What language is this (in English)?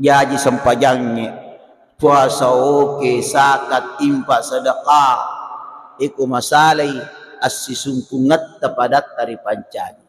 Buginese